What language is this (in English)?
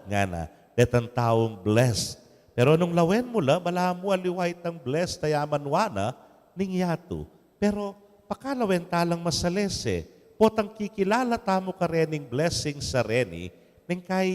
Pampanga